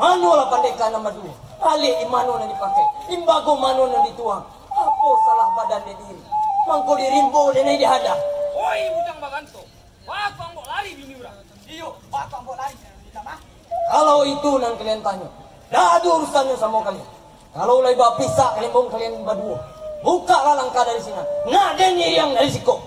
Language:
Minangkabau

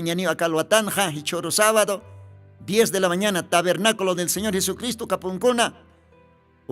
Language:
Aymara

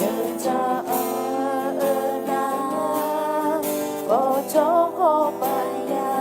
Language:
Akha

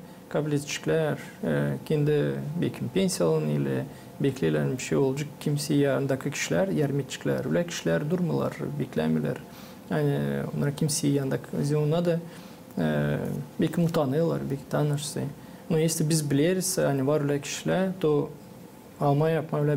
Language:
Gagauz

